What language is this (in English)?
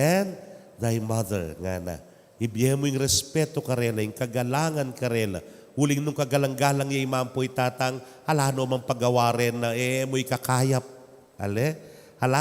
Pampanga